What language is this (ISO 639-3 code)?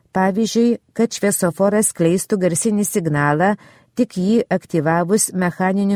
lit